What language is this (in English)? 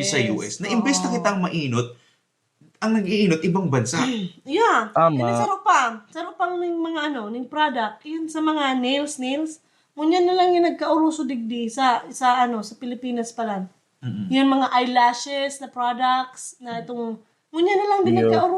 Bikol